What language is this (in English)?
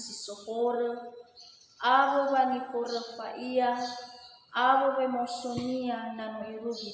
Nias